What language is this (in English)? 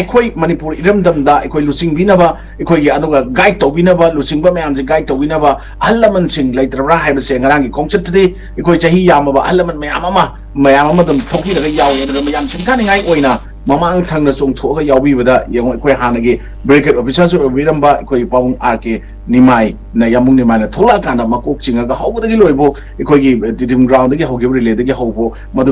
Manipuri